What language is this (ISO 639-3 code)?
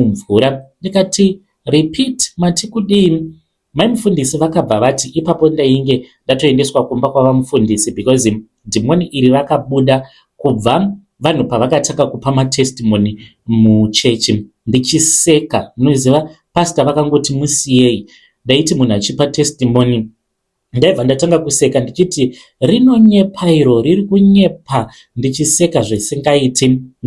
sna